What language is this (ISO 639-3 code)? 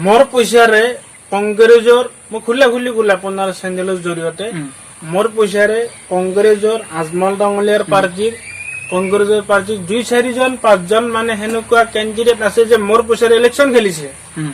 asm